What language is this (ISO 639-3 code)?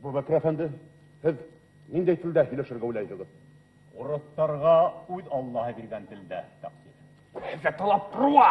bak